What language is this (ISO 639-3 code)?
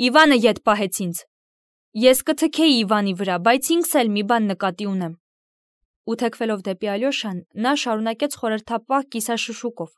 hye